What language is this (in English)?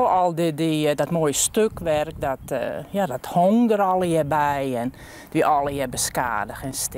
Western Frisian